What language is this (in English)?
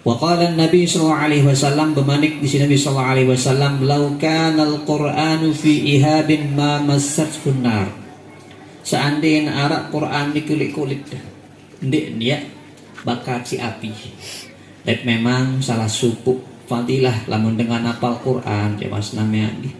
Sasak